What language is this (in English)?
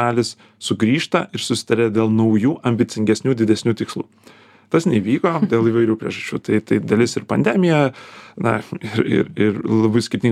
Lithuanian